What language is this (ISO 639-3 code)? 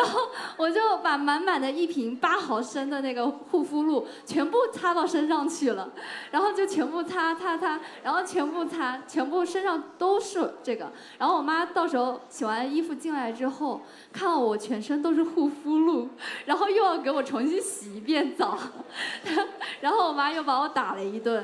zho